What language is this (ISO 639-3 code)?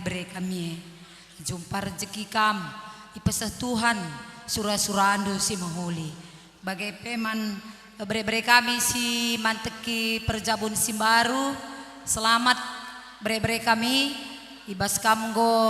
btx